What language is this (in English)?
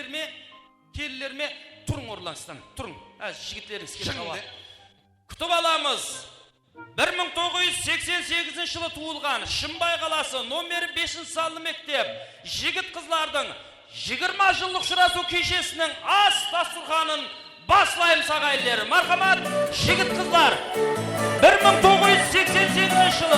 Kara-Kalpak